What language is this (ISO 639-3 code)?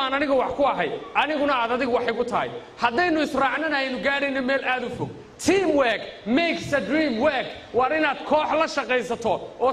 som